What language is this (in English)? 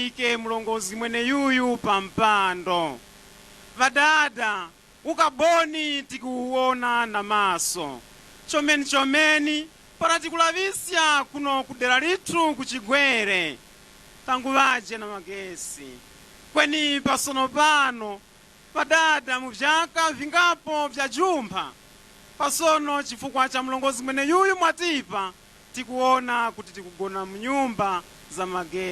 Nyanja